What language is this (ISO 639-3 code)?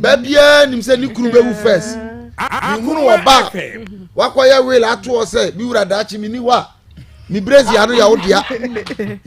aka